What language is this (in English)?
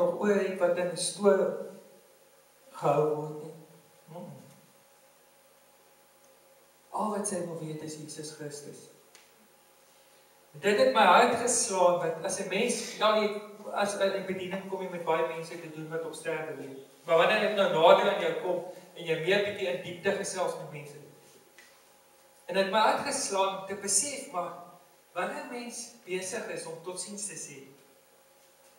Afrikaans